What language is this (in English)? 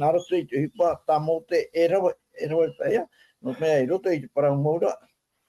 Tahitian